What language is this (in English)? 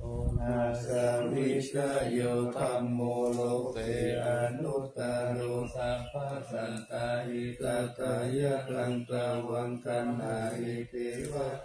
Pali